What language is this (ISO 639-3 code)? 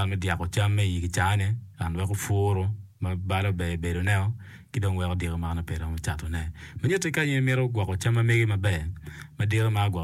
ach